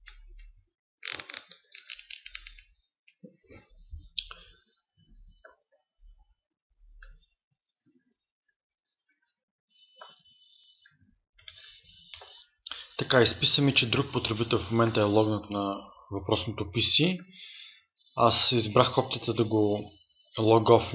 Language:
Bulgarian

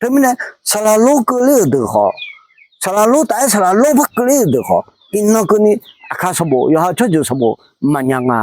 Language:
Akha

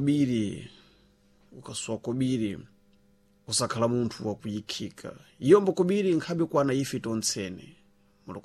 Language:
Sena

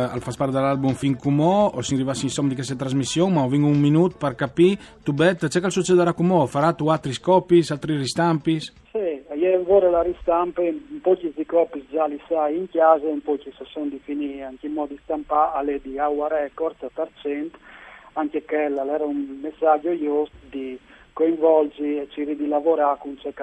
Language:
Friulian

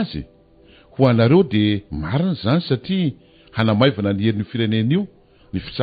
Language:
Malagasy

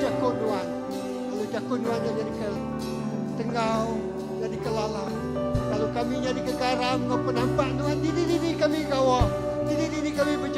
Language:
Iban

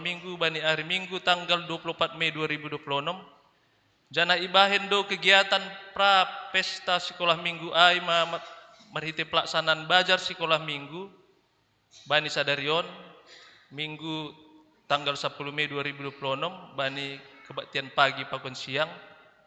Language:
Batak Simalungun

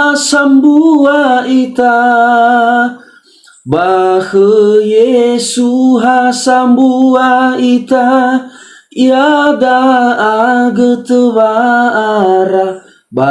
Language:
Nias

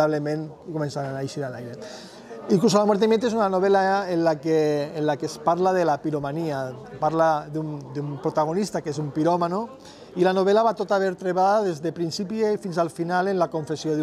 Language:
Catalan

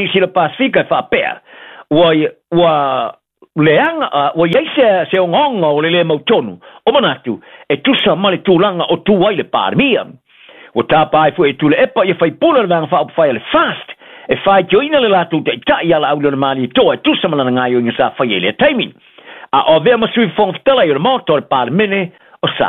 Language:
Samoan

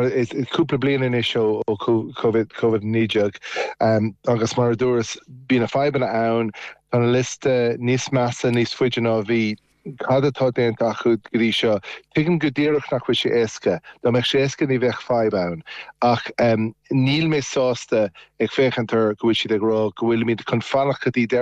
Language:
Irish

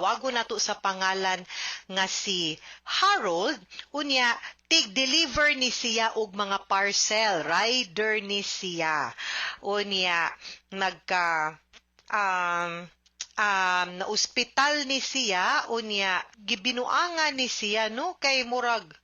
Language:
Cebuano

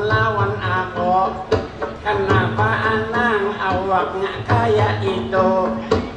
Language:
Banjar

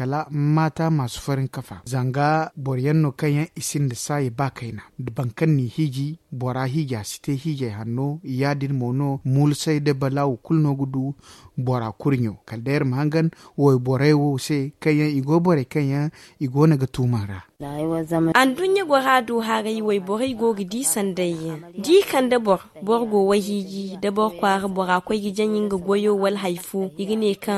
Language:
Zarma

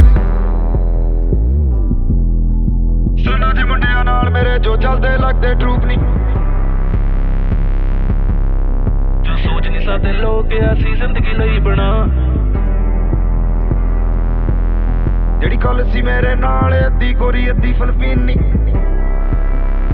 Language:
Punjabi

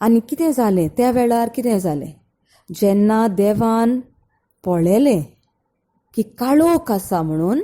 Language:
Konkani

